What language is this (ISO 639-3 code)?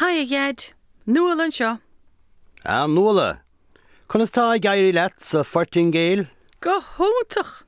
gle